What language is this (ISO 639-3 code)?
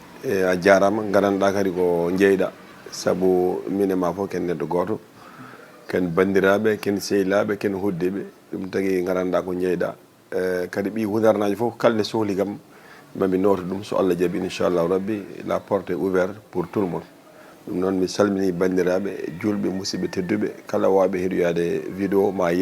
ful